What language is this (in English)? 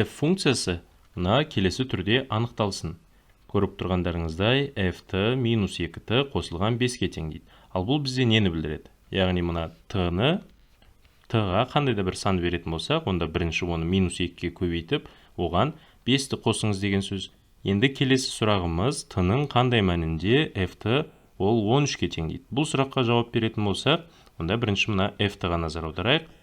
Kazakh